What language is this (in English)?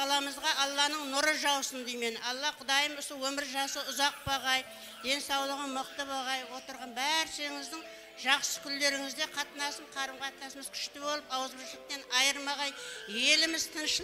Kara-Kalpak